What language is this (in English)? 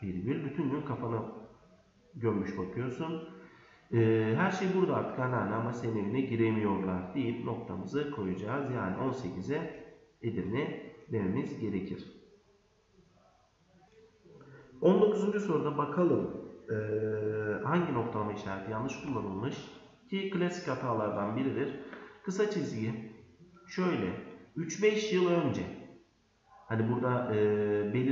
Turkish